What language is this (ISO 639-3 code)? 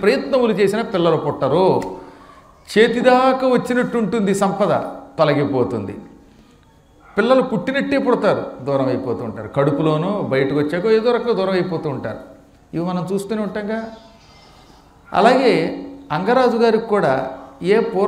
tel